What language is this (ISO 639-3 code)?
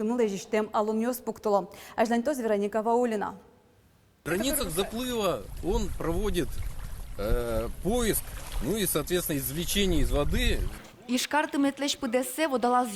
udm